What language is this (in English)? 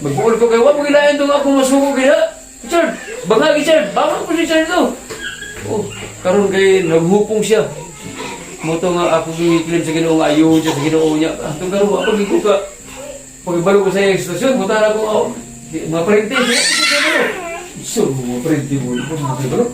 Cebuano